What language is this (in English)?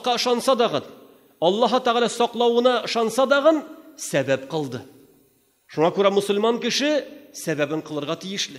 Tatar